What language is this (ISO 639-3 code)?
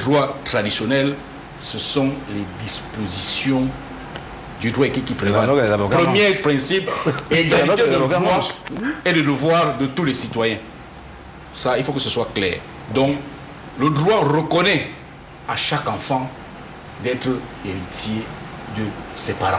fra